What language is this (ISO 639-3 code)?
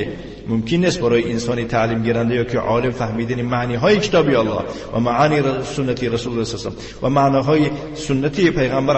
tgk